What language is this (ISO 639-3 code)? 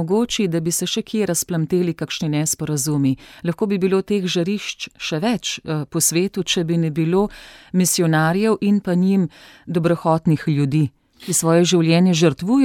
slv